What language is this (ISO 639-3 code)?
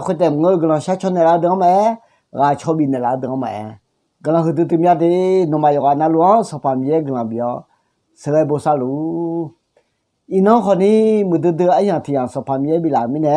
ahk